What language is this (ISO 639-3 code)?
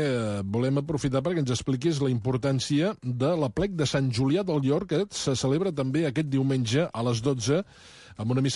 cat